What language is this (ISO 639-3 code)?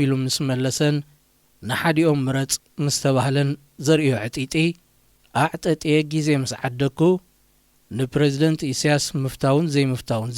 tir